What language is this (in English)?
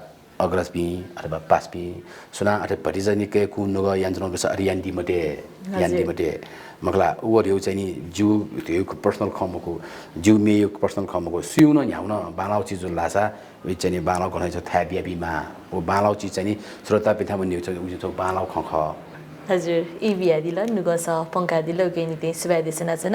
Newari